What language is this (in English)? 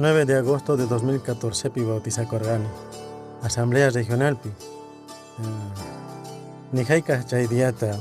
Quechua